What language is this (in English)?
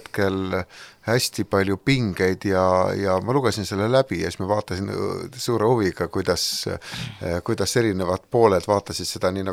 Estonian